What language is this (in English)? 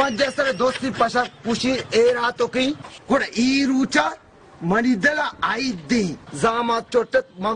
Baluchi